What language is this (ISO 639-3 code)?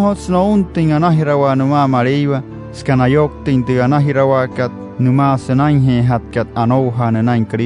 guc